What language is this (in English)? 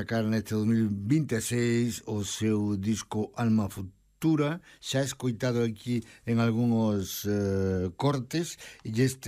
Galician